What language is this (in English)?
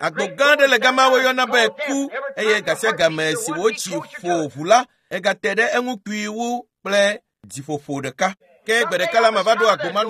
Ewe